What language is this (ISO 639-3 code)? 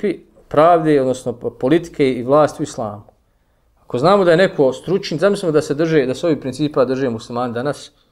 bos